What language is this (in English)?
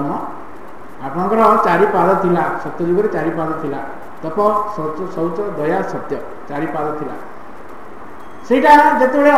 Odia